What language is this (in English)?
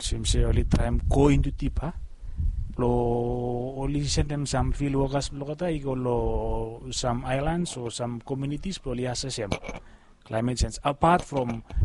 Bislama